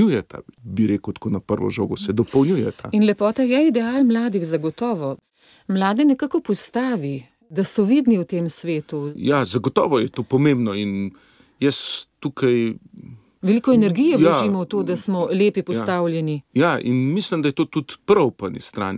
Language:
Slovenian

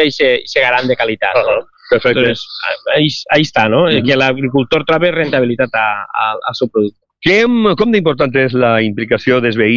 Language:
Catalan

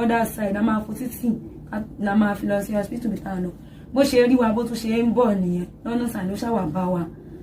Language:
Yoruba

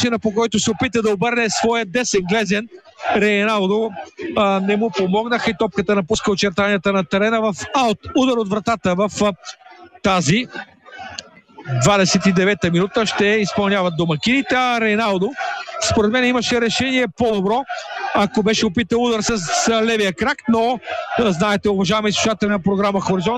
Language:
Bulgarian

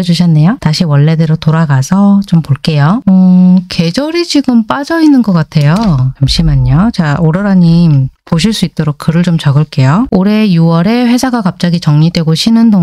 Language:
Korean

